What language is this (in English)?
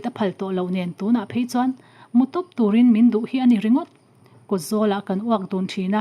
Mizo